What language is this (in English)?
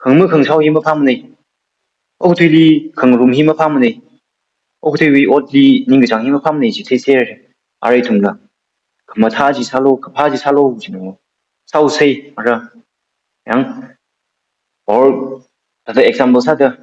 Tangkhul Naga (India)